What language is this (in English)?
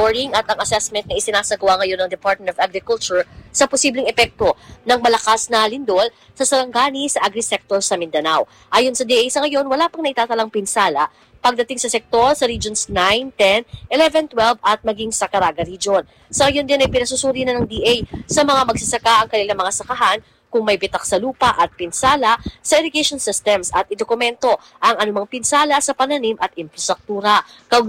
Filipino